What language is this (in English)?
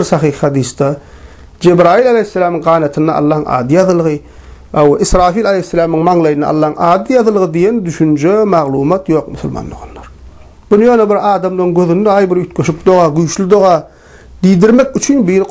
Turkmen